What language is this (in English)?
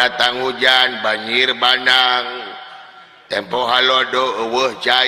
Sundanese